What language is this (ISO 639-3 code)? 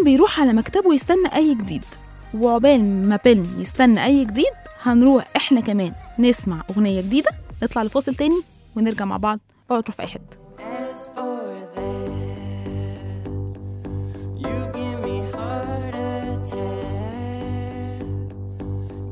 arz